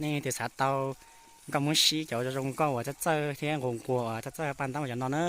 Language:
Hmong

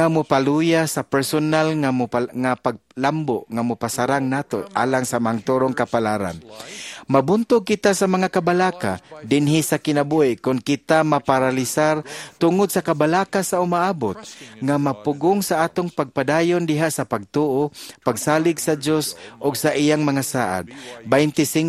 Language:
Cebuano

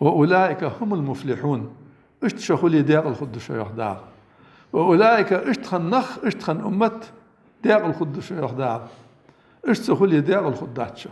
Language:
Ingush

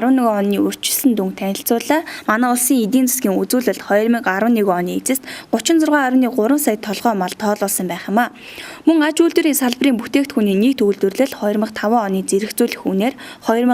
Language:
Mongolian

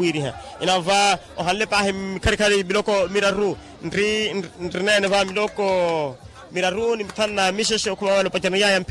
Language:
Makhuwa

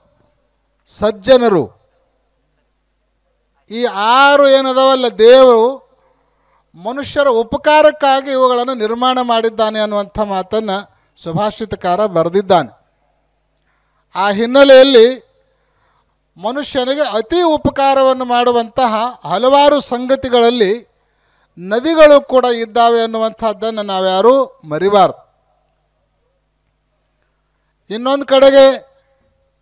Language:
Kannada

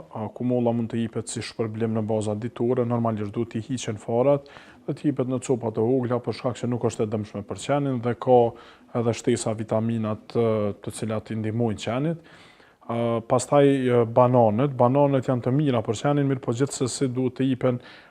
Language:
Albanian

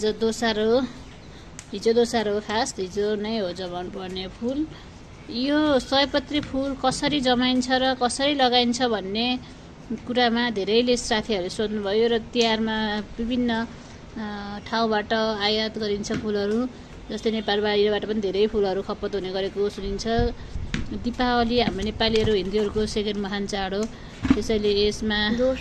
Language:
Nepali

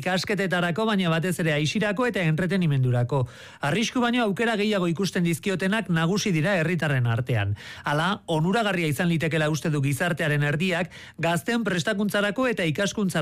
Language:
Basque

